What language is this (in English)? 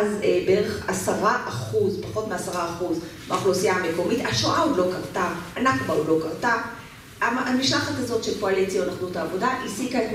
Hebrew